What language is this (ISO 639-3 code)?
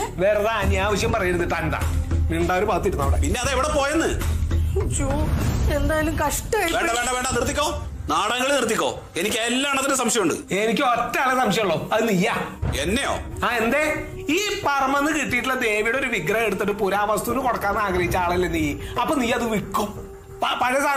mal